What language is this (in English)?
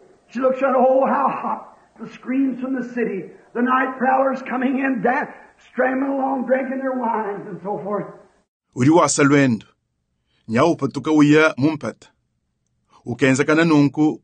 Luba-Lulua